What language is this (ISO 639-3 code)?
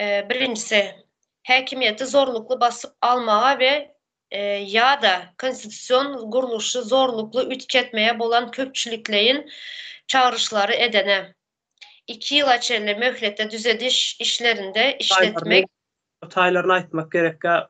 tuk